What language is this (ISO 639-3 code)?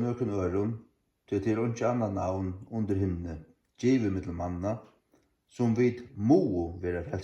fao